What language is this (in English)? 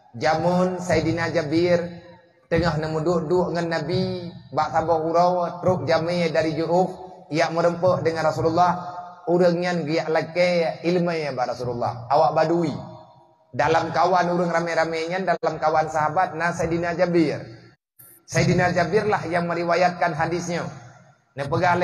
Achinese